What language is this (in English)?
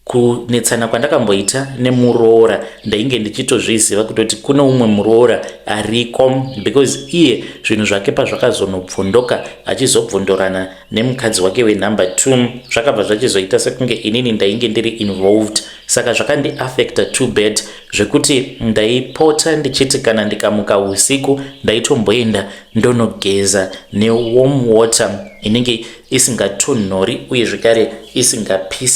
Shona